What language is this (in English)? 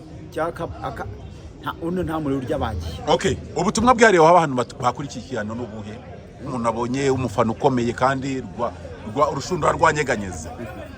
Kinyarwanda